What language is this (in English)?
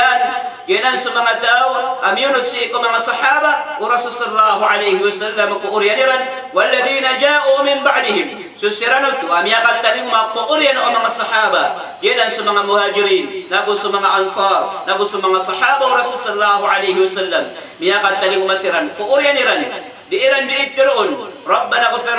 Maranao